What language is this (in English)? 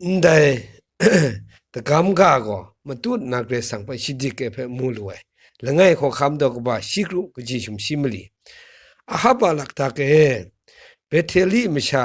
Kachin